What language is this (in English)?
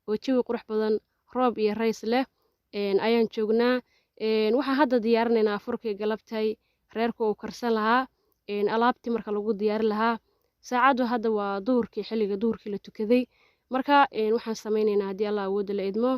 Somali